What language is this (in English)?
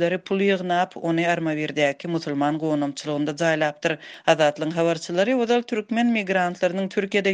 Turkmen